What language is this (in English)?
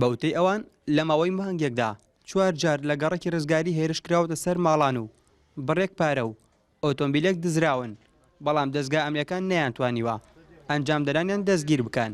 Central Kurdish